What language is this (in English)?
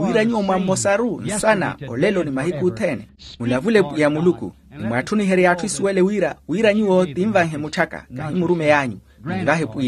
Makhuwa